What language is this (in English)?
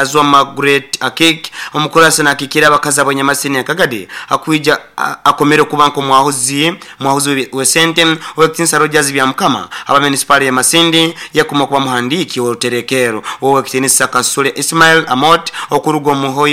Nyoro